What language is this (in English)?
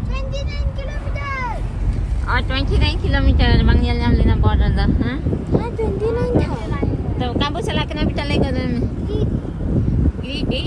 Santali